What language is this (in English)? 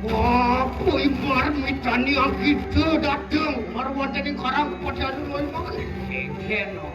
Balinese